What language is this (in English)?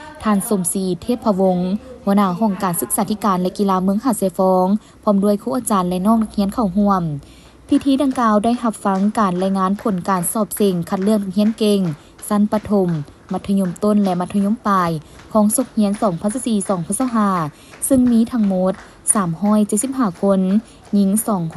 Lao